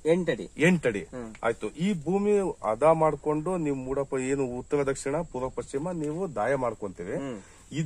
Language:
Kannada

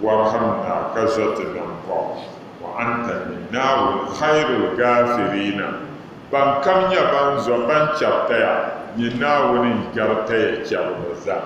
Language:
Dagbani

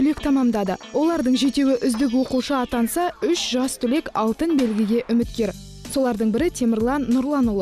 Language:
Kazakh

